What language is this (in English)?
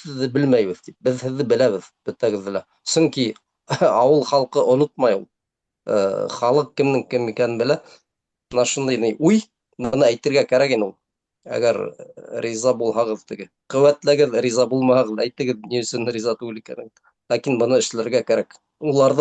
Bashkir